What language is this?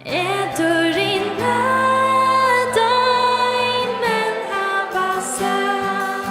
Faroese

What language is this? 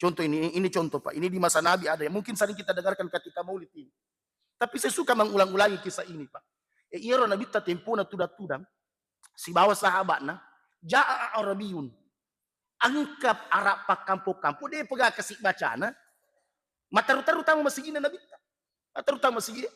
Buginese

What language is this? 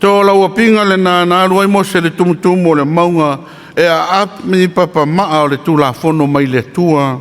Samoan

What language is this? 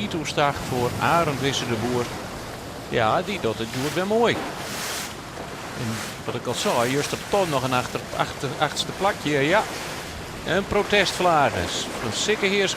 Western Frisian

